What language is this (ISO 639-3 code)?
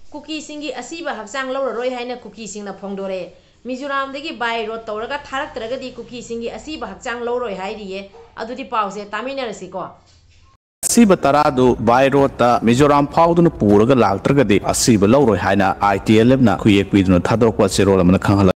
mni